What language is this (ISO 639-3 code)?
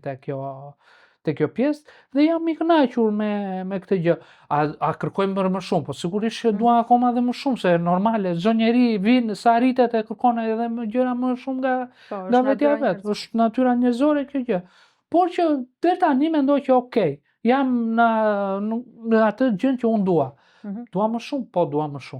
sqi